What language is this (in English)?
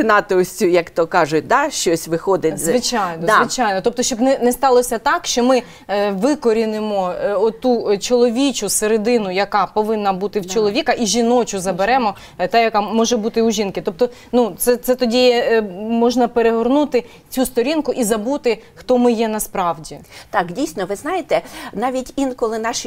Ukrainian